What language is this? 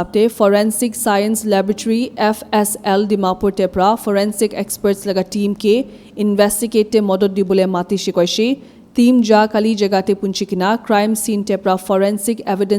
Naga Pidgin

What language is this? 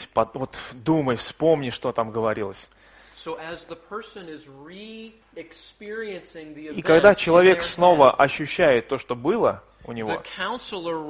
Russian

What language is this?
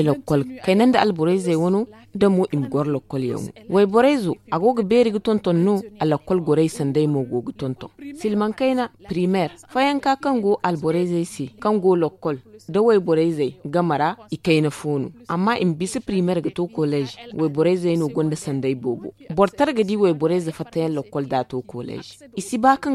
Zarma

